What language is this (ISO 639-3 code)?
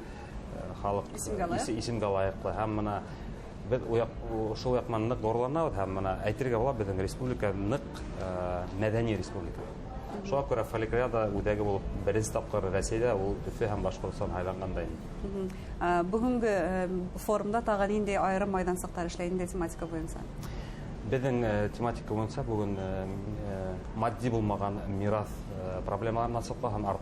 bak